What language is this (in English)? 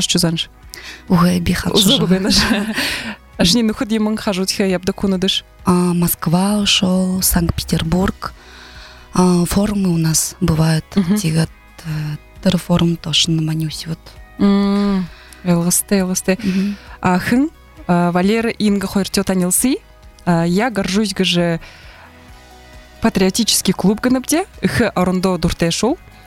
Buriat